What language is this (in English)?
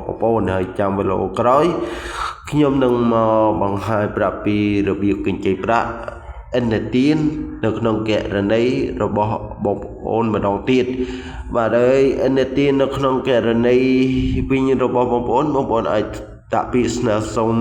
Khmer